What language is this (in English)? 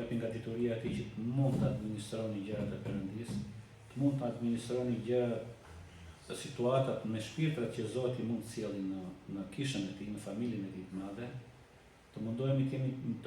Albanian